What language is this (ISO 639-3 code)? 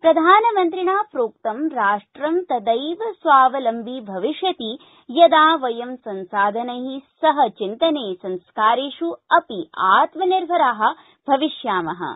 san